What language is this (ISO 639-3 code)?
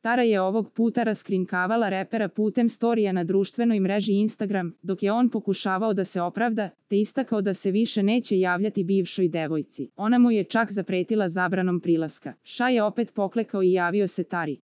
srp